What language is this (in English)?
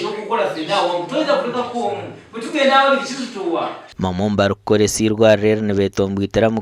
Nyankole